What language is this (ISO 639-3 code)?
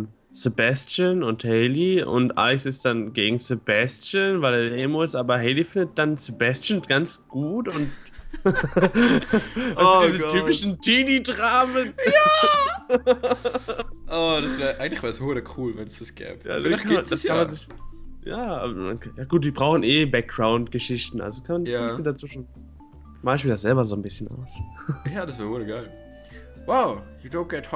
gsw